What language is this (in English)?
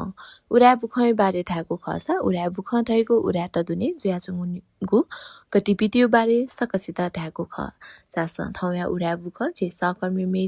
Newari